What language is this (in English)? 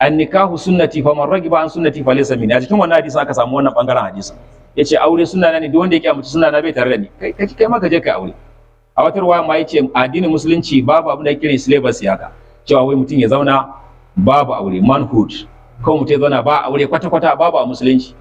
Hausa